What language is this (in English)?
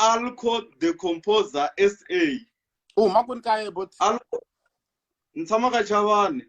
Tsonga